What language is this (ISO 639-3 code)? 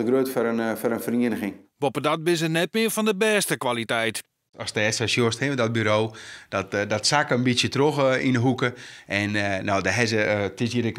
fry